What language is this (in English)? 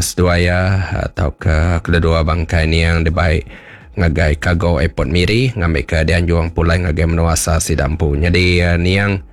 Iban